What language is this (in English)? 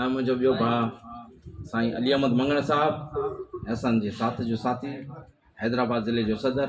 Sindhi